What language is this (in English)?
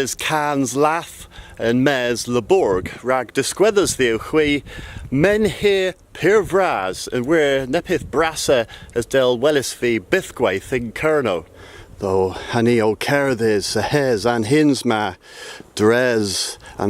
Cornish